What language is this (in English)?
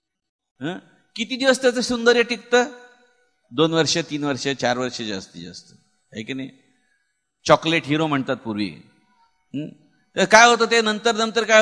Marathi